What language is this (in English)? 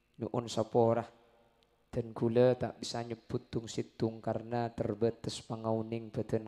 Madurese